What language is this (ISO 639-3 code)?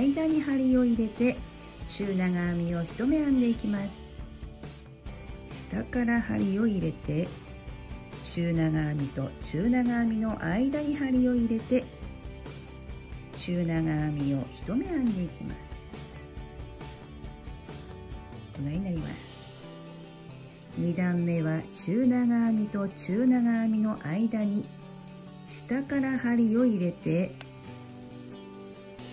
jpn